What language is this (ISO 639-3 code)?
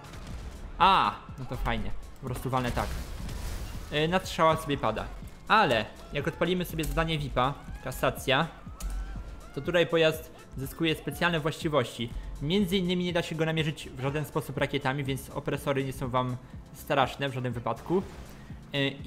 pol